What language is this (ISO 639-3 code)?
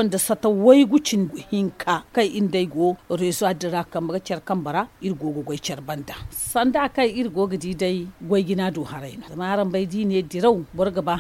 dje